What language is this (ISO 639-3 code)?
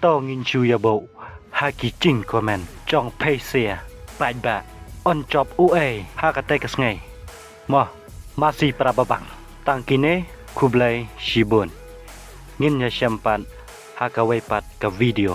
kha